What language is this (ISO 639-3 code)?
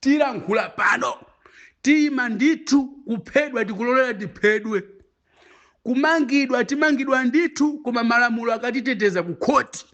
nya